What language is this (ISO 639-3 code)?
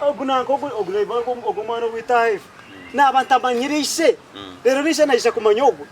nyn